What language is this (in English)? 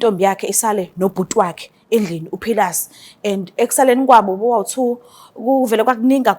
Zulu